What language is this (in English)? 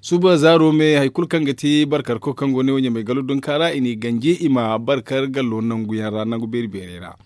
Zarma